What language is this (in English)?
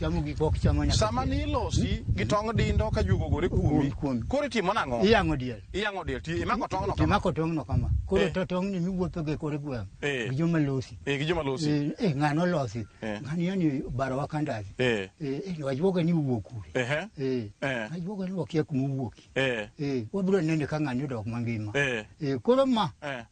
Luo (Kenya and Tanzania)